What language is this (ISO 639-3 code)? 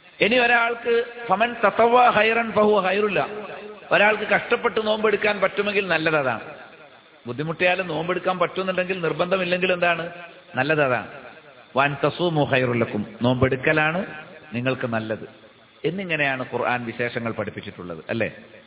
mal